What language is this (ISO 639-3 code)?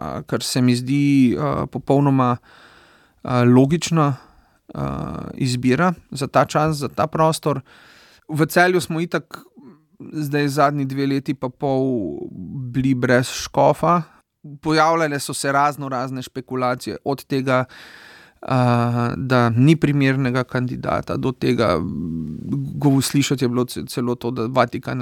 slv